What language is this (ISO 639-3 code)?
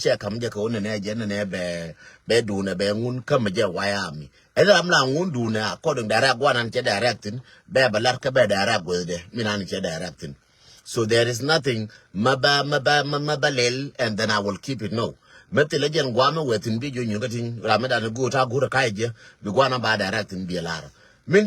nus